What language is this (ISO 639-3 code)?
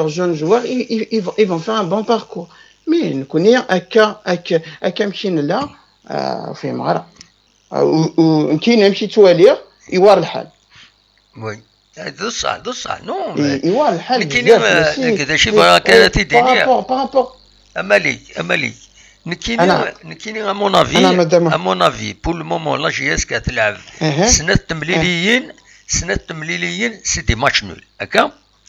kab